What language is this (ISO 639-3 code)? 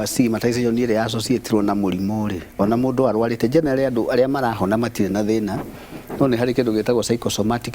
kik